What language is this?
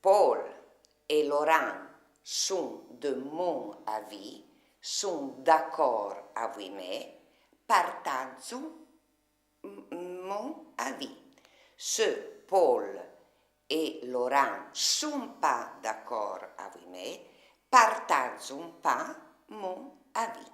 Arpitan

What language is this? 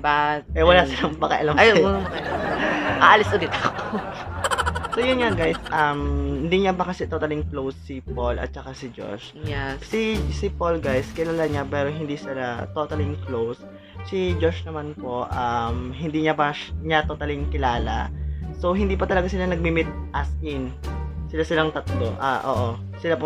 Filipino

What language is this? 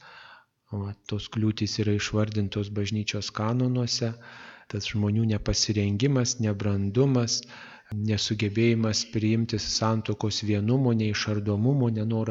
Lithuanian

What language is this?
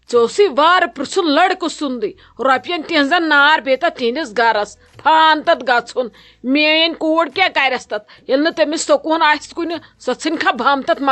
Kashmiri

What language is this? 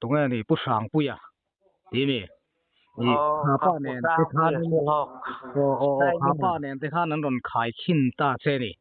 Mizo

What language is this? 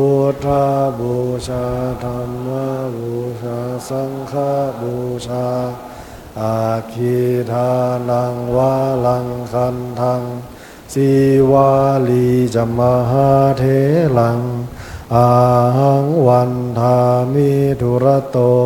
Pali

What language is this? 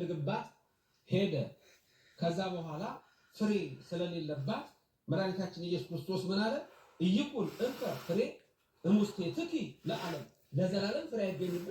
Amharic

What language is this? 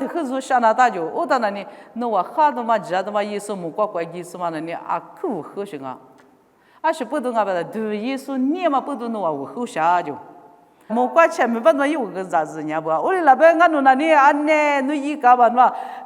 Lisu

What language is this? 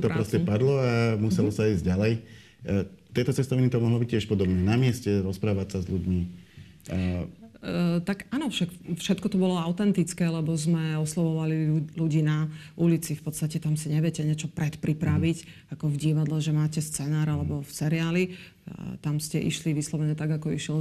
Slovak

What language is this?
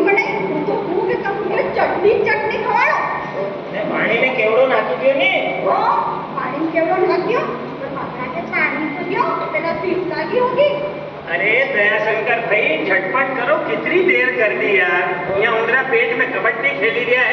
Rajasthani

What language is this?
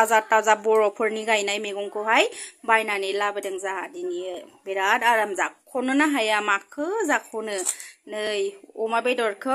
Bodo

